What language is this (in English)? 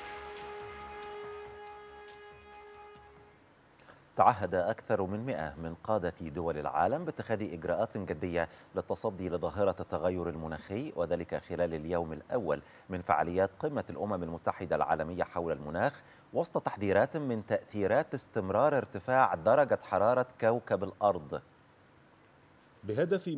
Arabic